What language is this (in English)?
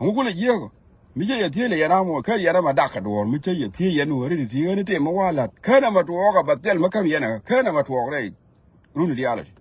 Nuer